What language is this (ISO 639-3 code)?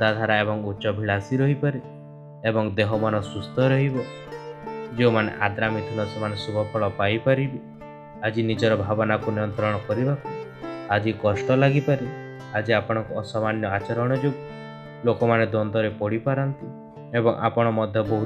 ori